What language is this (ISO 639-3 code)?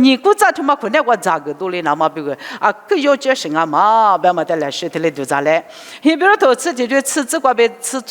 lis